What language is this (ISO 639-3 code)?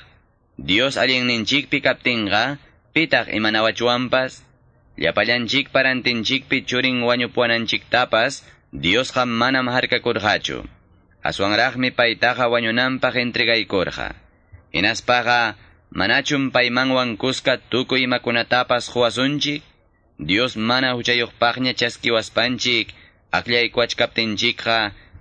que